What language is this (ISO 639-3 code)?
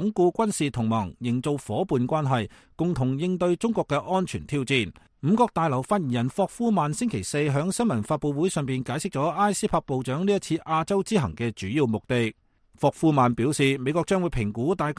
yue